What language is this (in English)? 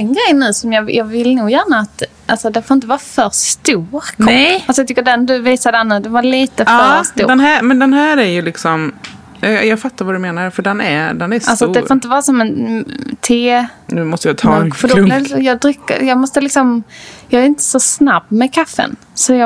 Swedish